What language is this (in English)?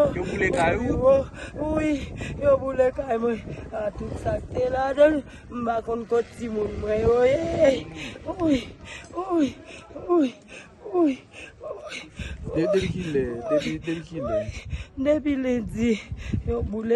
Haitian Creole